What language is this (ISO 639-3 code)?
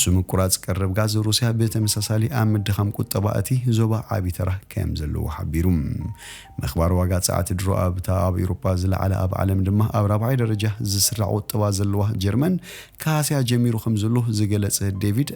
tir